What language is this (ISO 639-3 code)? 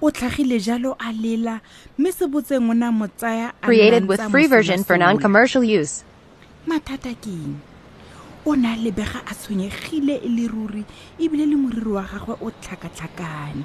tsn